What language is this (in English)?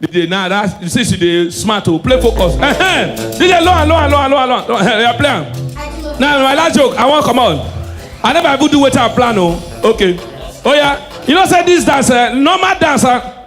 Nigerian Pidgin